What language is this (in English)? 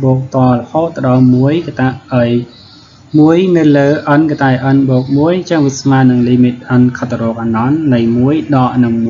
Khmer